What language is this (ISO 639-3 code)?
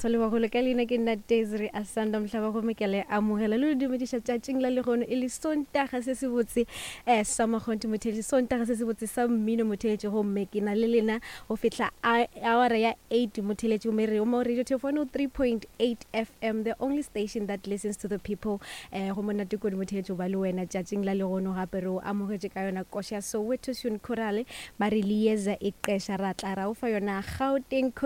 nso